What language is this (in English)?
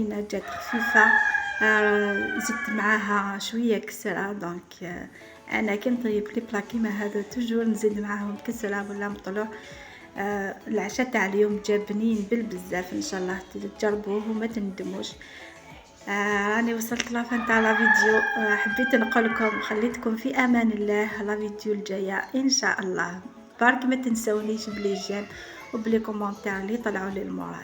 Algerian Arabic